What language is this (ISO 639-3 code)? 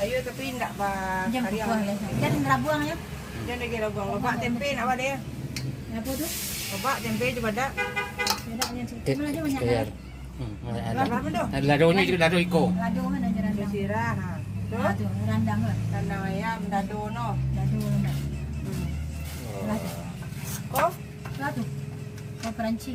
min